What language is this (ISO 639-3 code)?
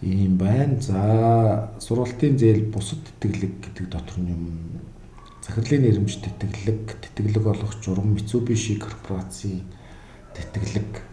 mon